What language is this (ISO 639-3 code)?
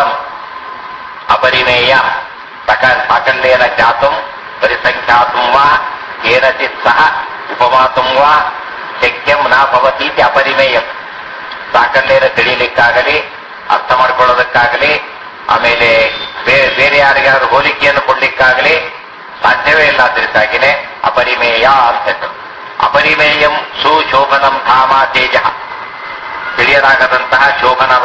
kan